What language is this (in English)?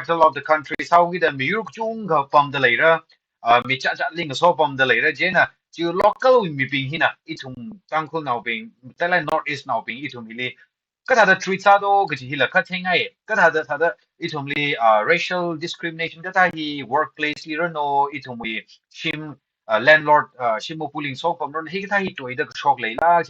Tangkhul Naga (India)